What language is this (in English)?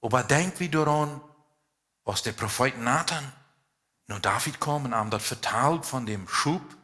Plautdietsch